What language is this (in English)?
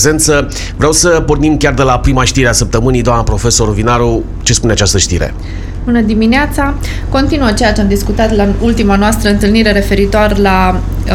Romanian